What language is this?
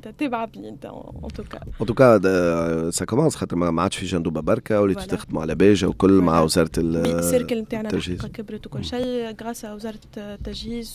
Tunisian Arabic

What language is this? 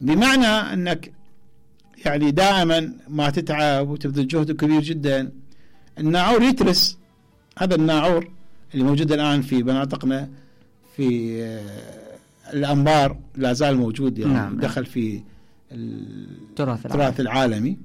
Mesopotamian Arabic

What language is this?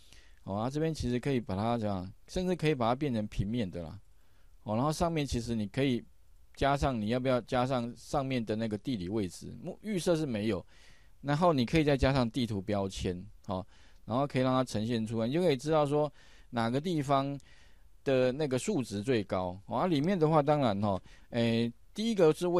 Chinese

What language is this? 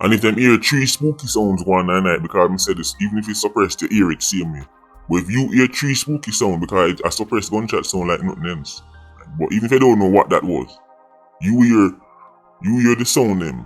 Jamaican Creole English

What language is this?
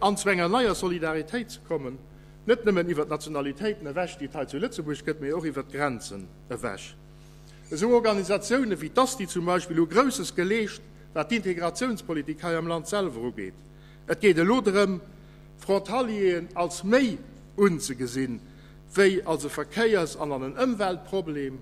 Luxembourgish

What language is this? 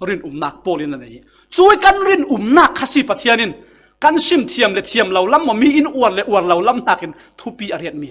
Falam Chin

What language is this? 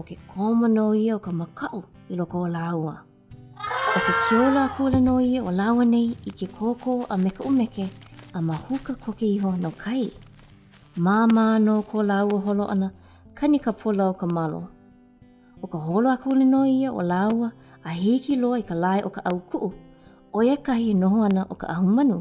Hawaiian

